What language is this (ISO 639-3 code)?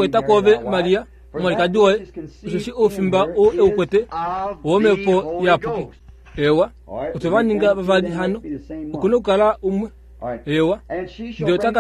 kua